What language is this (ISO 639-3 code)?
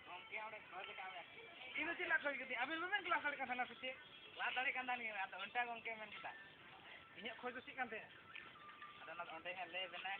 sat